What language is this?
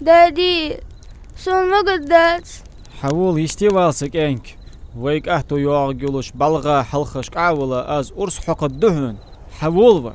Ingush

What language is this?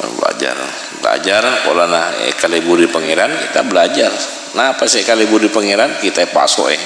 Madurese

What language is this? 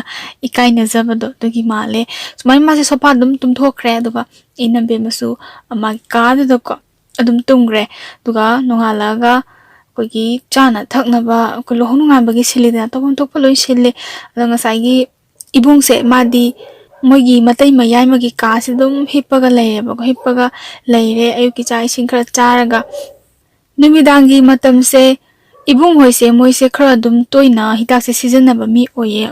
Manipuri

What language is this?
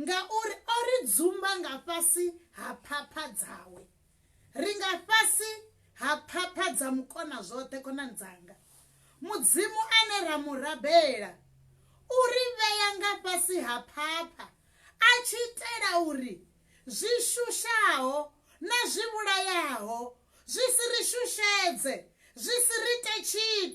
Venda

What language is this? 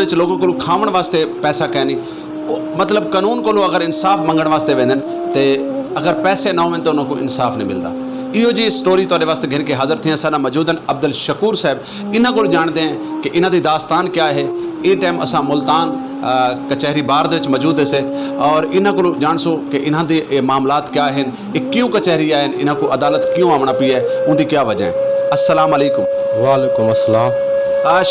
Saraiki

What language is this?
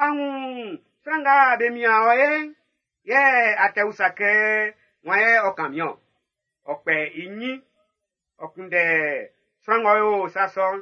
Baoulé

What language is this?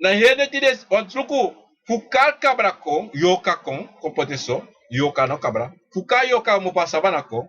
Sranan Tongo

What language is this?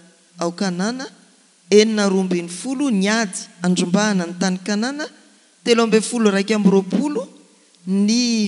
Malagasy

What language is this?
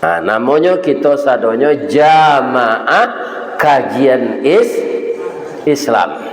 Minangkabau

